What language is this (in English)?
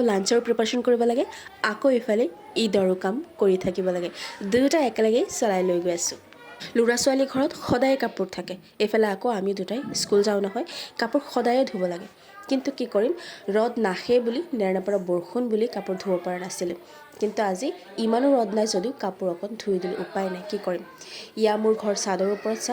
Assamese